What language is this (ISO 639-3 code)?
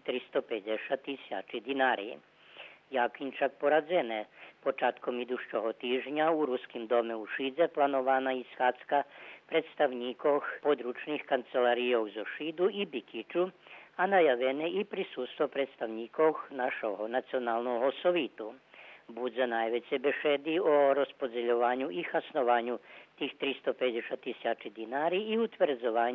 rue